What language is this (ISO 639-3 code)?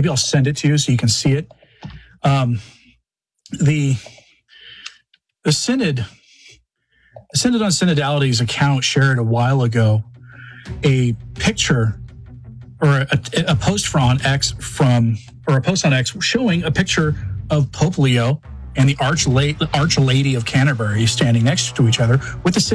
eng